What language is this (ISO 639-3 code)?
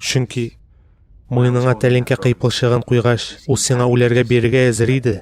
tat